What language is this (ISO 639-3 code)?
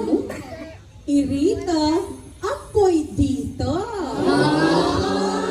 pam